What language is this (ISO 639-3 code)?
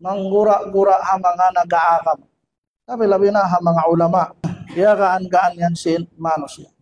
tsg